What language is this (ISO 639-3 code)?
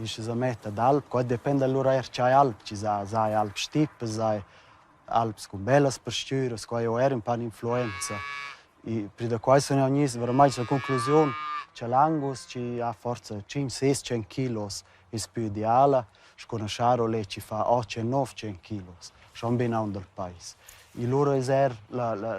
roh